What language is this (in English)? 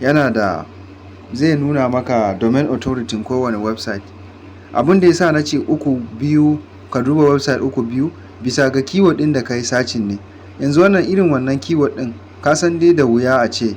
Hausa